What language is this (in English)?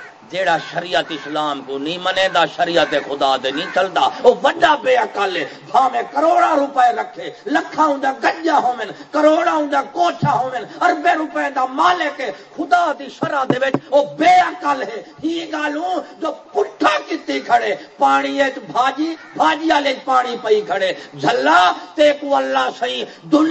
Saraiki